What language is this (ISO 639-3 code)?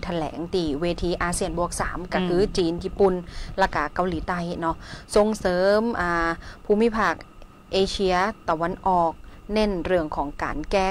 tha